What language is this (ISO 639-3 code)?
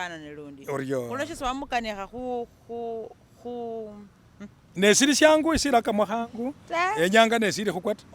myx